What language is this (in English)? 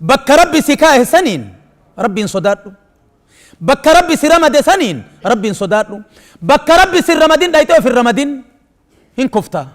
Oromo